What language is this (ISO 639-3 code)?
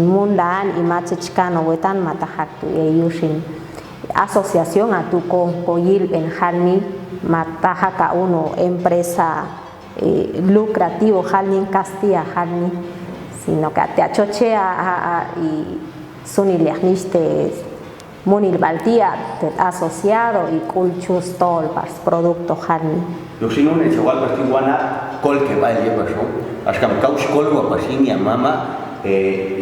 jac